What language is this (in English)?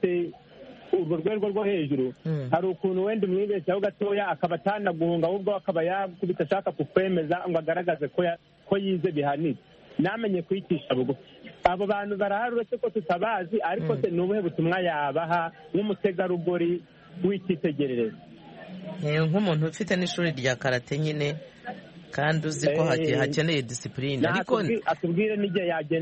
Kinyarwanda